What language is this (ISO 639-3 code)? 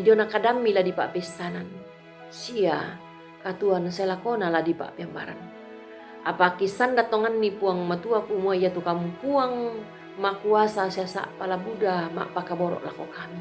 sda